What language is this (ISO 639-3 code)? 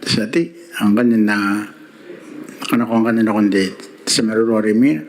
gil